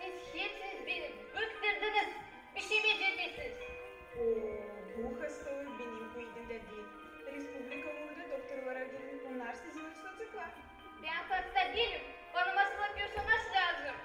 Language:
Gagauz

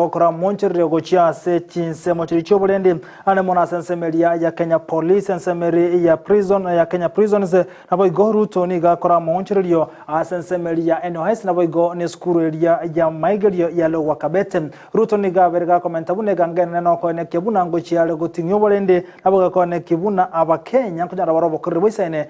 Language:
Gusii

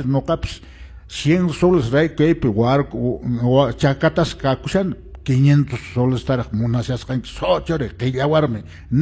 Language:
Quechua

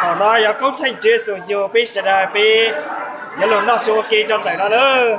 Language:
Hmong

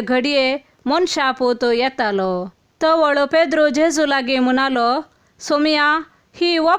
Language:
Konkani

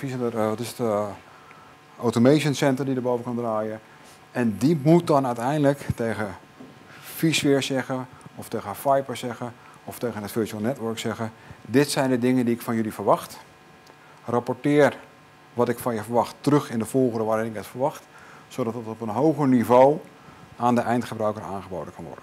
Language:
Dutch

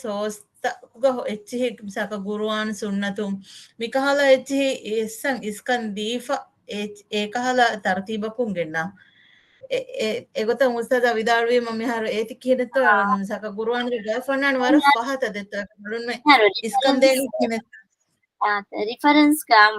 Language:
Divehi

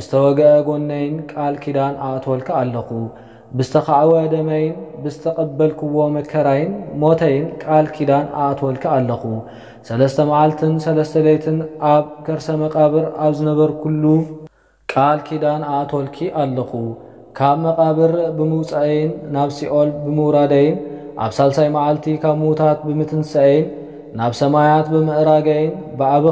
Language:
Tigrinya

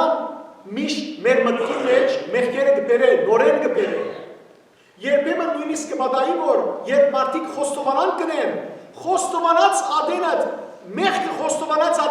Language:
Western Armenian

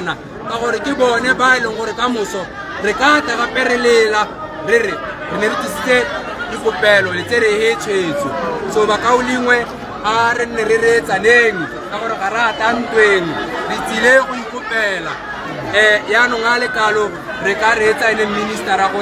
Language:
Tswana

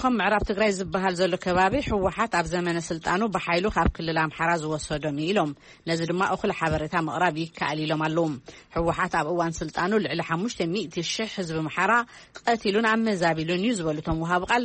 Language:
Tigrinya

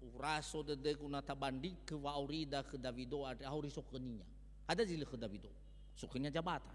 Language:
Nias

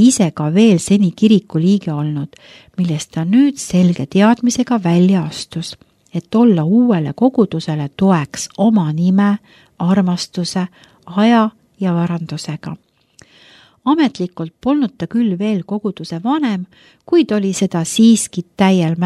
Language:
Estonian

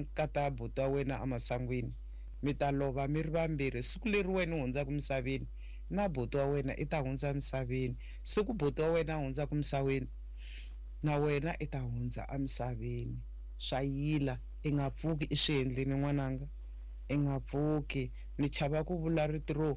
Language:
Tsonga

